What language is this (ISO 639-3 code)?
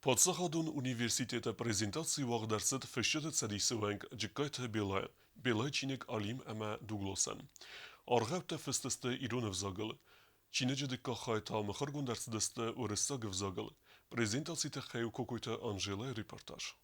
oss